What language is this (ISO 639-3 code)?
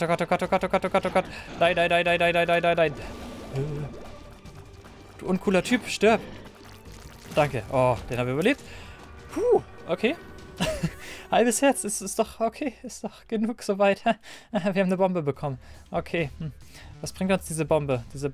deu